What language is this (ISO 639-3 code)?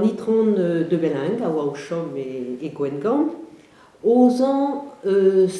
bre